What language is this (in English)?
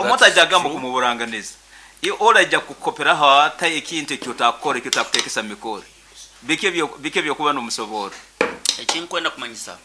Nyankole